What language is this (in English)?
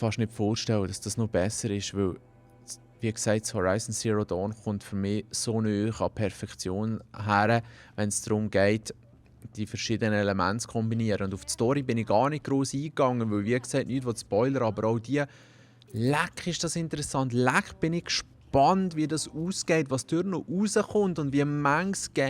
Swiss German